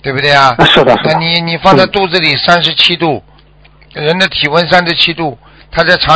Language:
Chinese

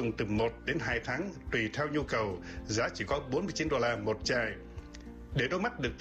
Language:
Vietnamese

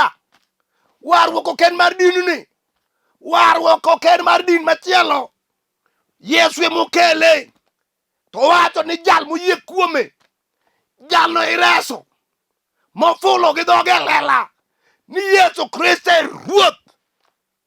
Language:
Luo (Kenya and Tanzania)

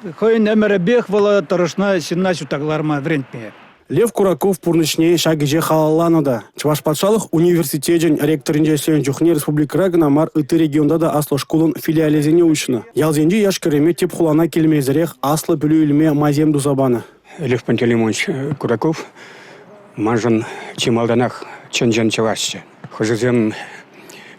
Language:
Chuvash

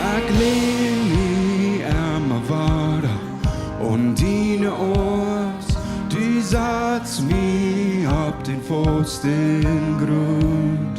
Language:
Plautdietsch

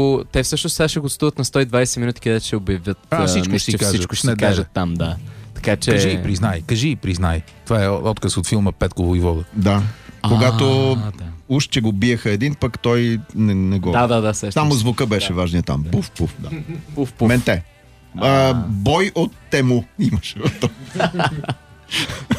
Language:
Bulgarian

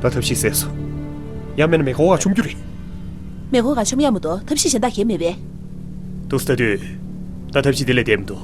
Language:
Tibetan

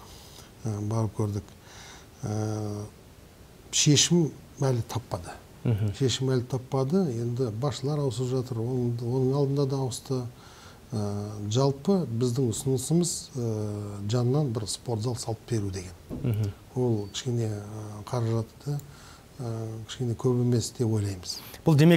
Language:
Kazakh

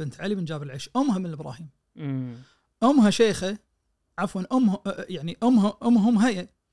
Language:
Najdi Arabic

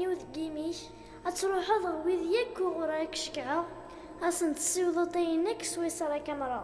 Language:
Kabyle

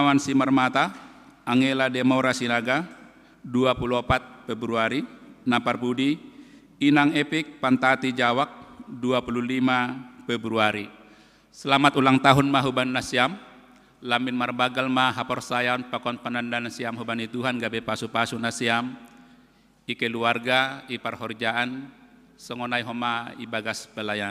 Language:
Batak Simalungun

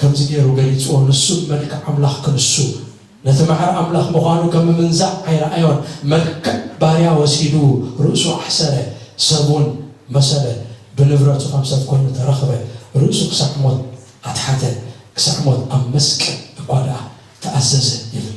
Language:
Tigrinya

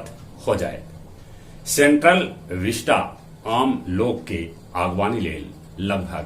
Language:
Magahi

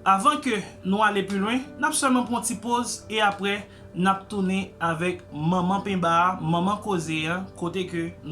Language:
Haitian Creole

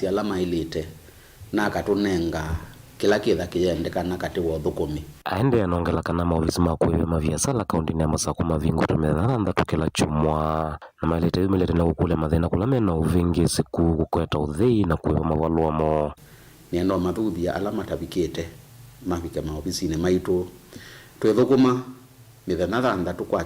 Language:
Kamba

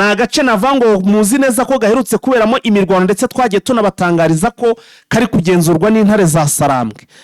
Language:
Kinyarwanda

